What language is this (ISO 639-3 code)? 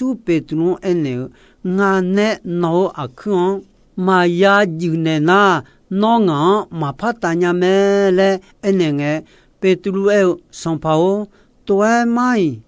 ahk